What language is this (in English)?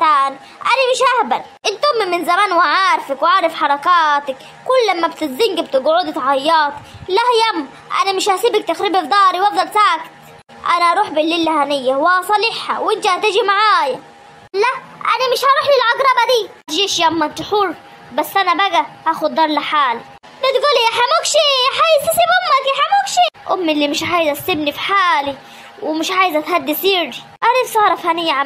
Egyptian Arabic